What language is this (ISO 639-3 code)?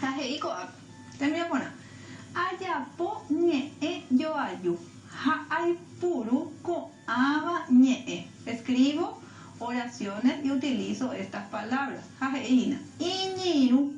grn